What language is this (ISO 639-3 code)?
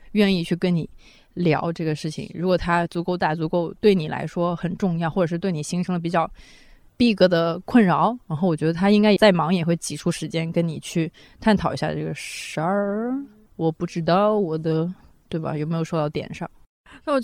zho